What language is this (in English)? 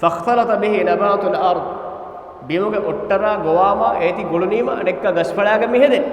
Divehi